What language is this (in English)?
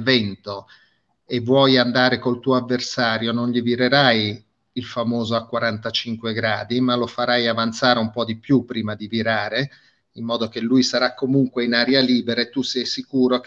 Italian